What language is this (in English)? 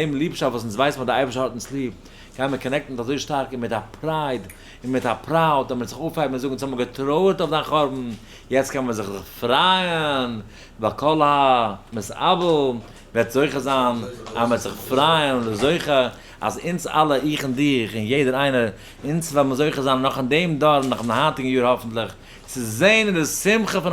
Yiddish